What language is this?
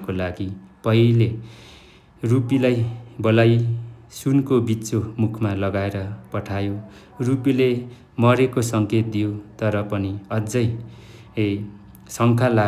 Nepali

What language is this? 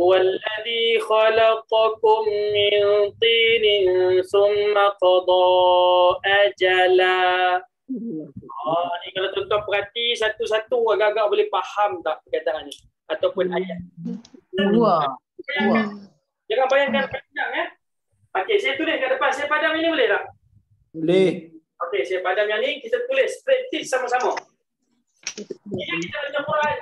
Malay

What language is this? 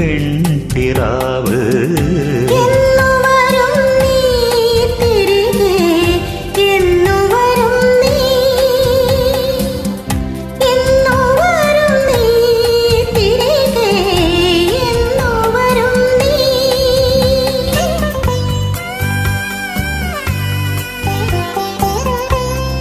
Malayalam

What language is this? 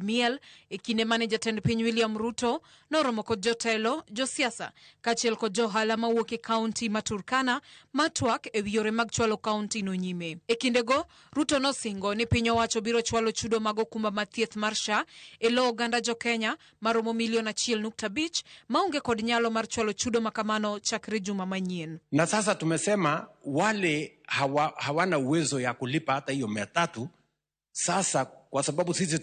Luo (Kenya and Tanzania)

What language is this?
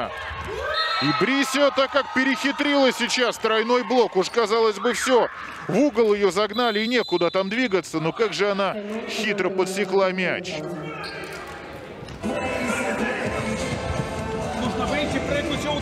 Russian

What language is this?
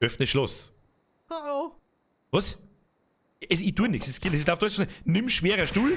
Bavarian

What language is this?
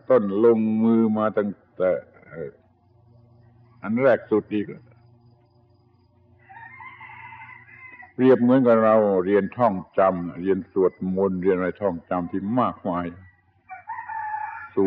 Thai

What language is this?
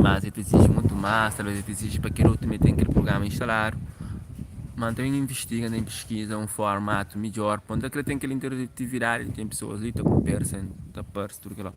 Kabuverdianu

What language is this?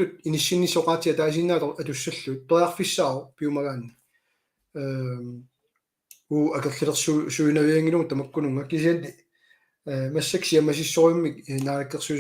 Kalaallisut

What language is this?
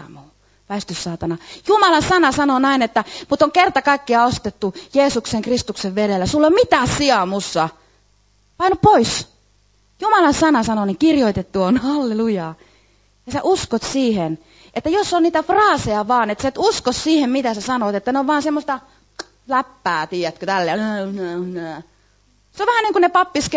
Finnish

